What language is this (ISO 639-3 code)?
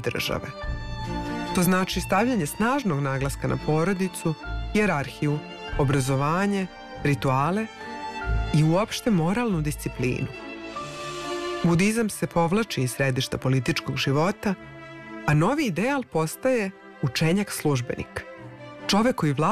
srp